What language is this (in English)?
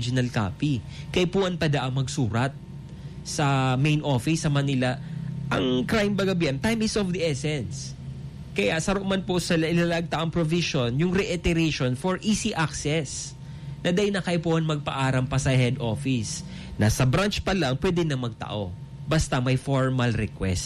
Bikol